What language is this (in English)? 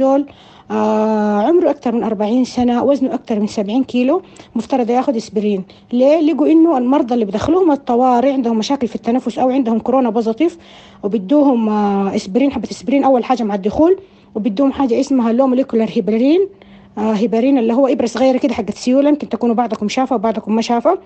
Sudanese Arabic